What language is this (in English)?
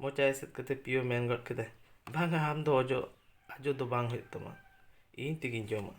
Santali